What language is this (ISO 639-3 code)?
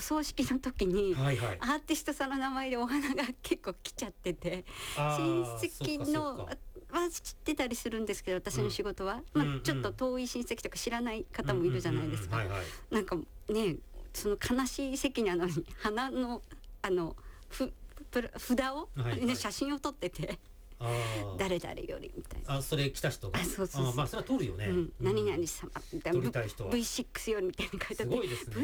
jpn